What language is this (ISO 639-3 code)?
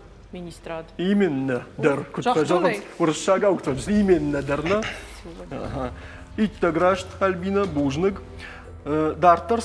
oss